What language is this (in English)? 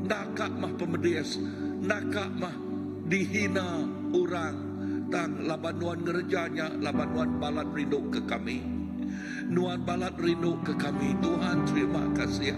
Iban